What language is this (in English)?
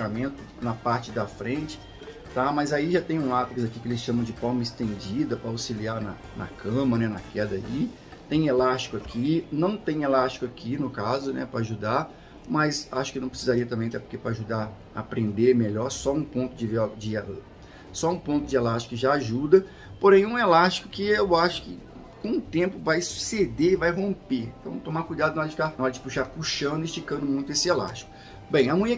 Portuguese